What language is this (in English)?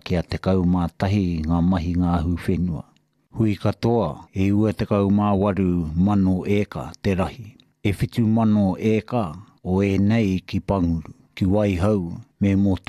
Māori